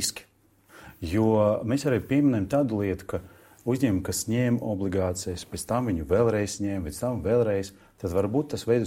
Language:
Latvian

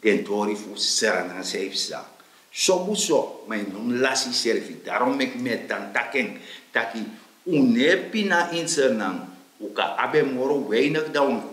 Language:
Sranan Tongo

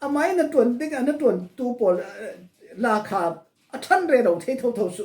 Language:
Falam Chin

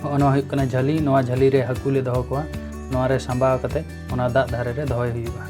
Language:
Santali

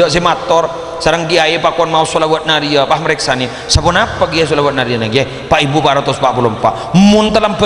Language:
Madurese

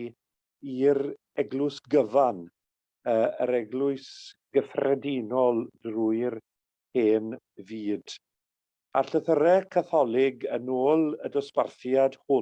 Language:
Welsh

